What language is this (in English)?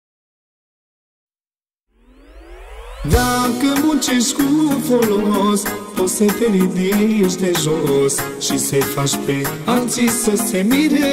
Romanian